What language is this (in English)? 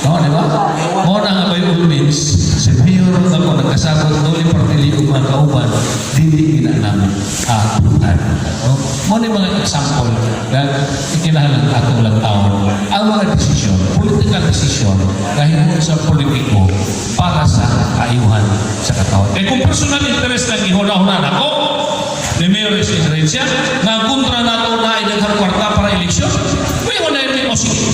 Cebuano